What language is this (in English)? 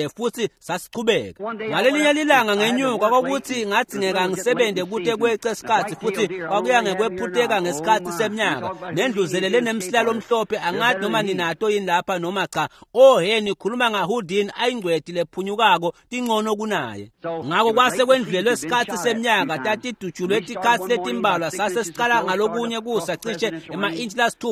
Swati